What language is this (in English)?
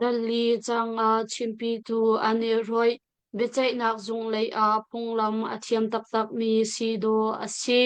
Hakha Chin